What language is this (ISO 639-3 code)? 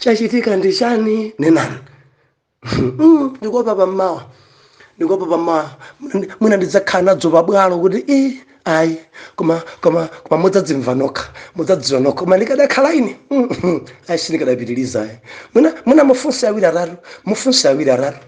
nya